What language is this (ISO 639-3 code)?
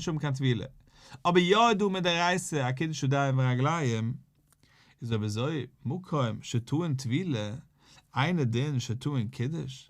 yid